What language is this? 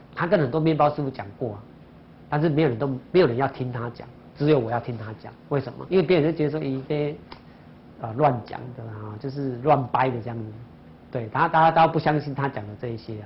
Chinese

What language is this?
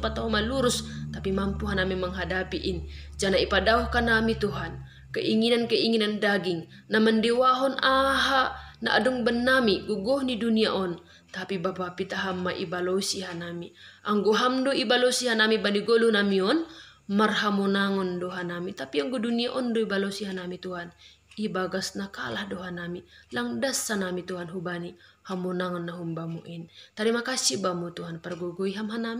Batak Simalungun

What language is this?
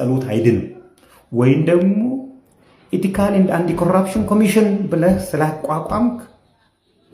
Amharic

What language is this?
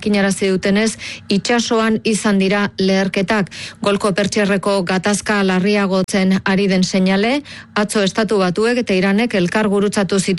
Basque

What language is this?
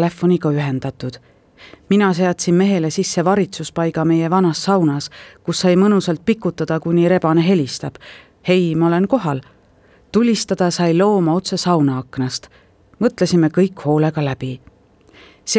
Estonian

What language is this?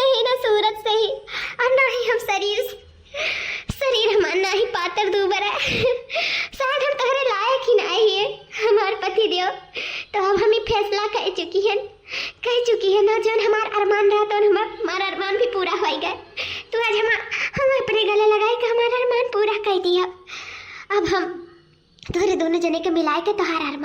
Awadhi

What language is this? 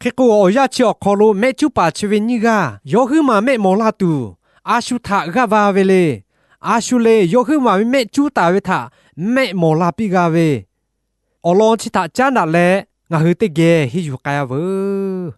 Lahu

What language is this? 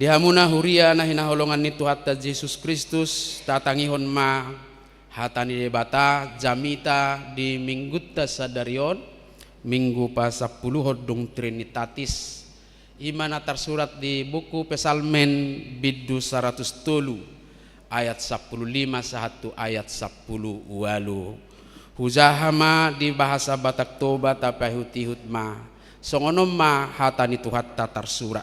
Batak Toba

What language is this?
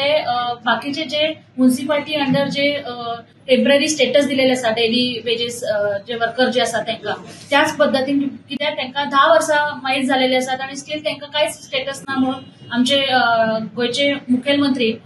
Konkani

